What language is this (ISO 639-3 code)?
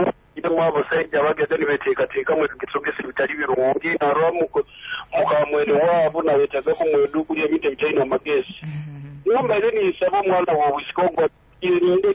nyo